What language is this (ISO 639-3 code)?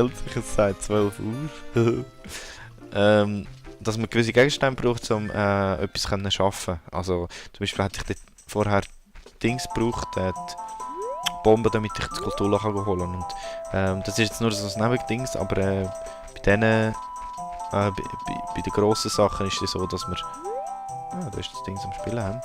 gsw